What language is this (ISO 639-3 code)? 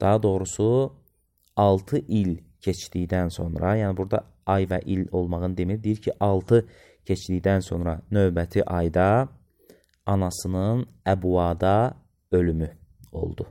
aze